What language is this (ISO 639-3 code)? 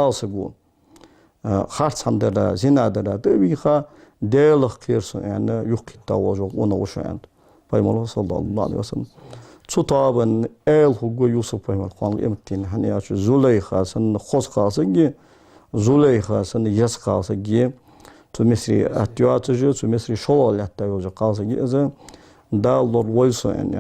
inh